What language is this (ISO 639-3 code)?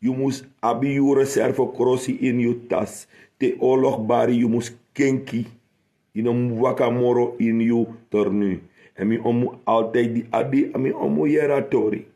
srn